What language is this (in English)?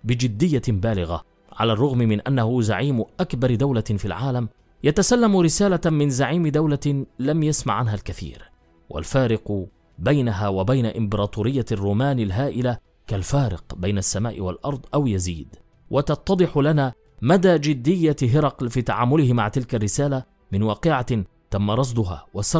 Arabic